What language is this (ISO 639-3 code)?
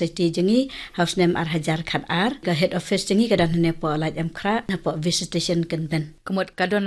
kha